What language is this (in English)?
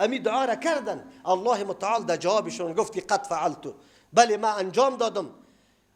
Persian